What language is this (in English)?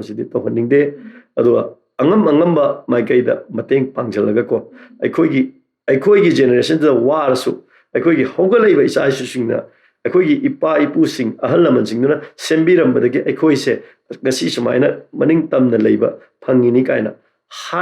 Manipuri